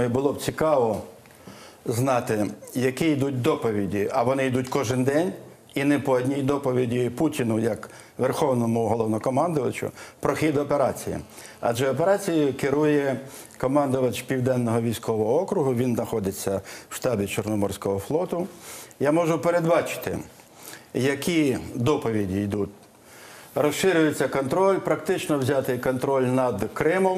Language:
Ukrainian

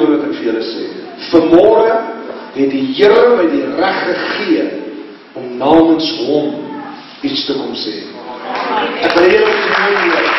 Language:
Afrikaans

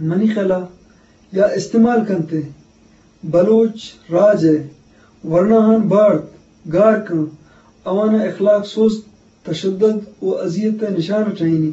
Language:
Eastern Balochi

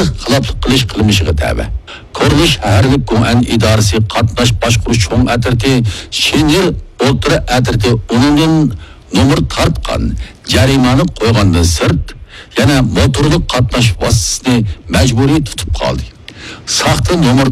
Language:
Uyghur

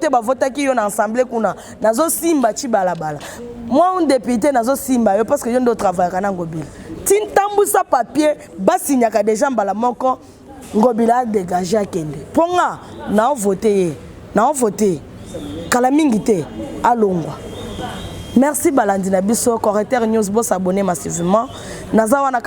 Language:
Lingala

